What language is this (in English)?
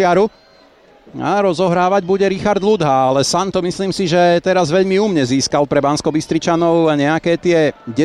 Slovak